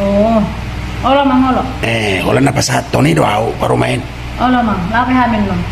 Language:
Batak Toba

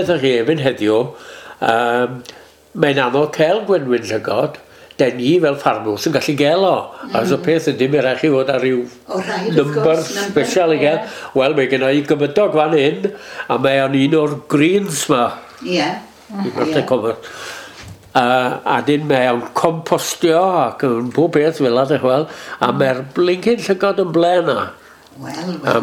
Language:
Welsh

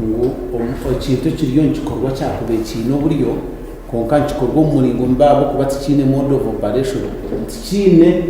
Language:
Nyankole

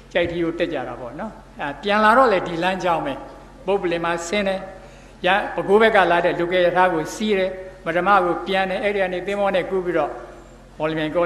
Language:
Burmese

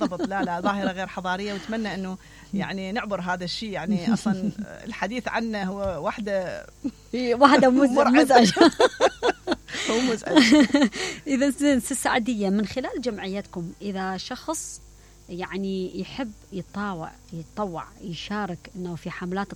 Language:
Mesopotamian Arabic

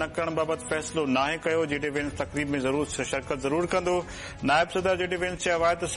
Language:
Sindhi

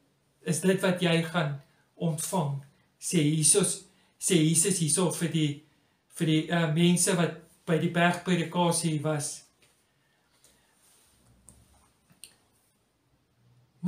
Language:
Afrikaans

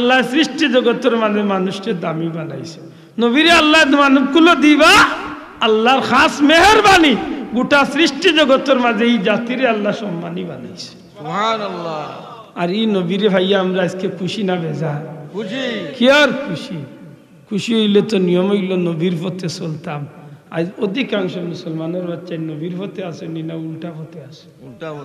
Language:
Sylheti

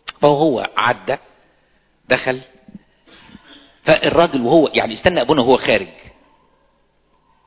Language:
Egyptian Arabic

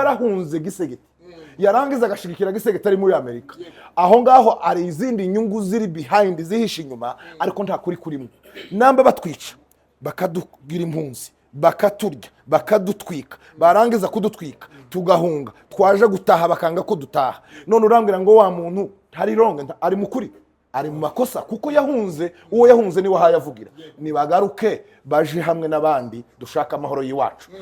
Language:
Kinyarwanda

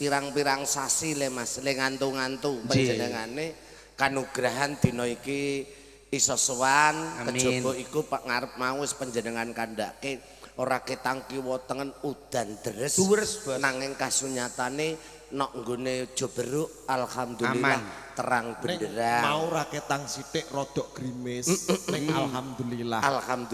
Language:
Javanese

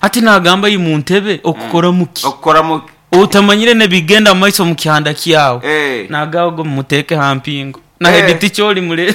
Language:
Nyoro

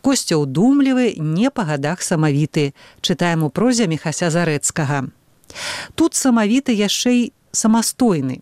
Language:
Belarusian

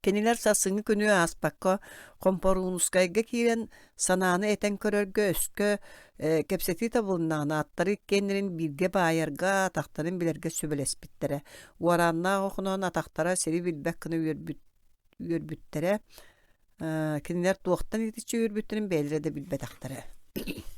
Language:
Yakut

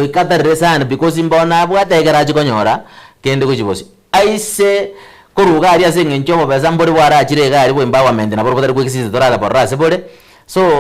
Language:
Gusii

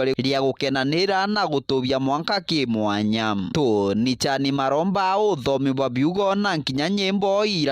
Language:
Meru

